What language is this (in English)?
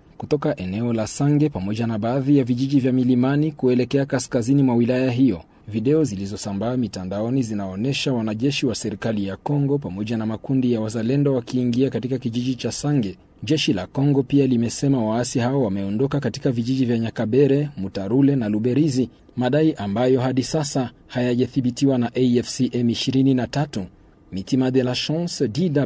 Swahili